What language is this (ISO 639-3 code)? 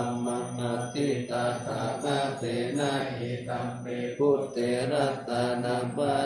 pli